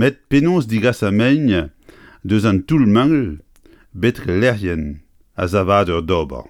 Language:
Breton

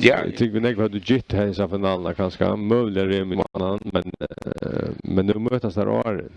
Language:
Faroese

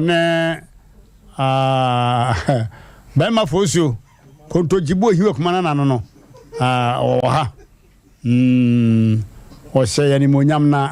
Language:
Akan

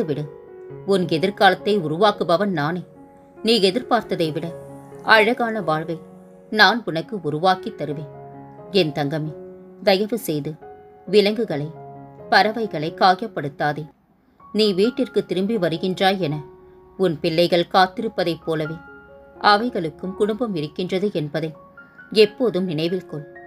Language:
Tamil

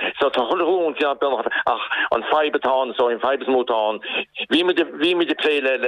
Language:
Irish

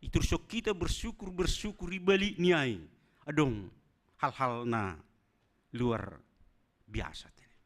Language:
Batak Simalungun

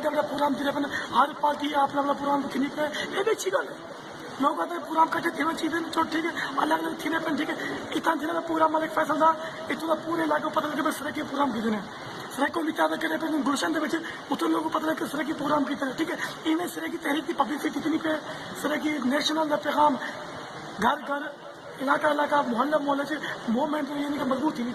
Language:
Saraiki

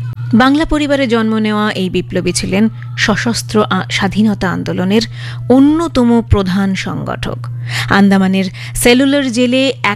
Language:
Bangla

